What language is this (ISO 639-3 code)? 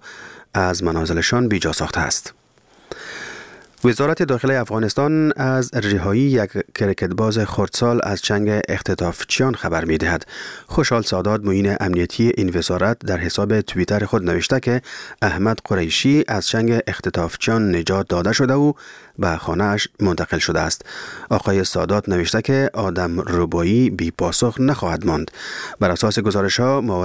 fas